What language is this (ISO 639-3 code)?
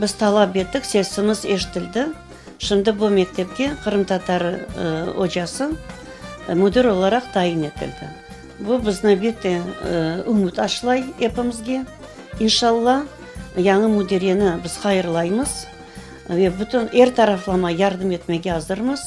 crh